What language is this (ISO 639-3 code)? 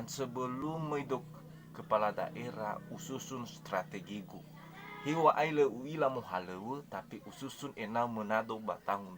nia